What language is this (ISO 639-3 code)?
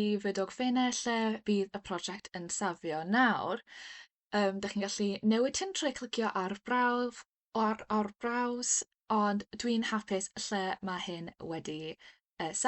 cym